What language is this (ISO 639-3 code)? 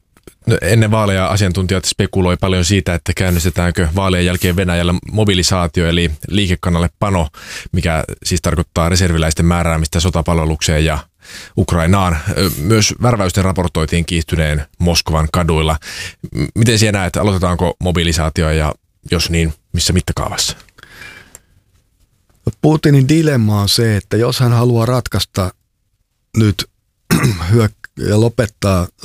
fin